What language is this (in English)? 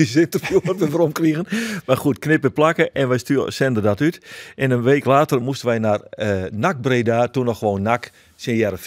Western Frisian